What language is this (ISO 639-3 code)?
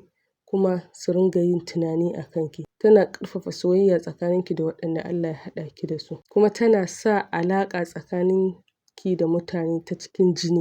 hau